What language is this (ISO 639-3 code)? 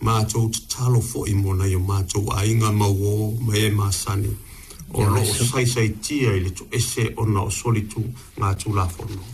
smo